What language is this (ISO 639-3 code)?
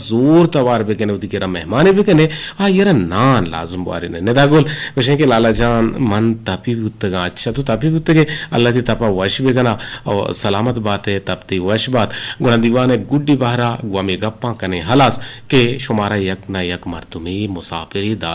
bgp